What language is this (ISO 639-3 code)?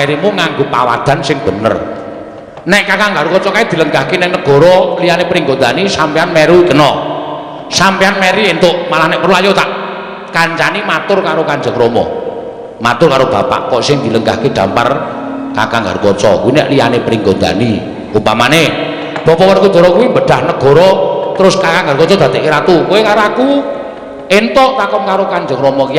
jav